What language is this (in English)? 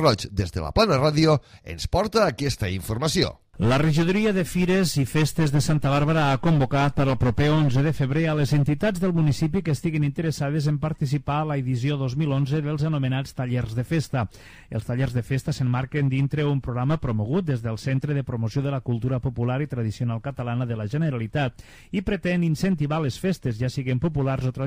Catalan